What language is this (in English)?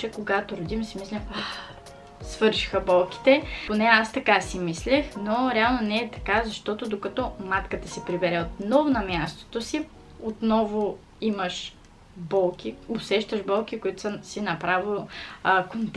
Bulgarian